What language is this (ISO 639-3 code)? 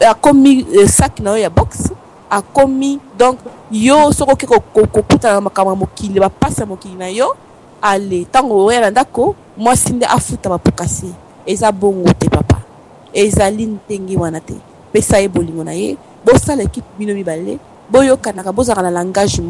lin